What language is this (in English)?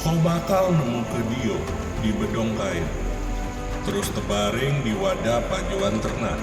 Musi